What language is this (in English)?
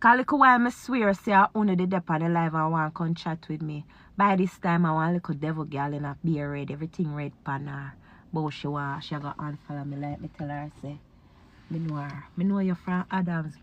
Jamaican Creole English